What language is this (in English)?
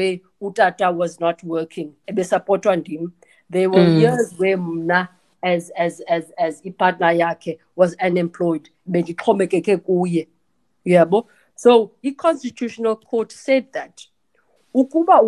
Xhosa